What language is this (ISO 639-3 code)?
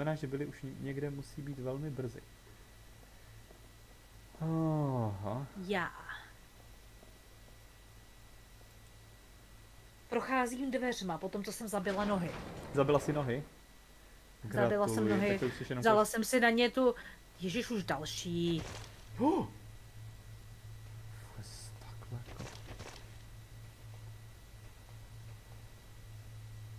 ces